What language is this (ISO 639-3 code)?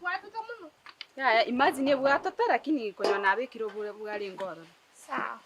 guz